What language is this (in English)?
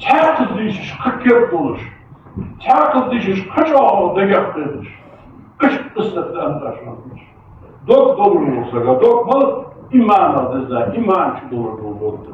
Ingush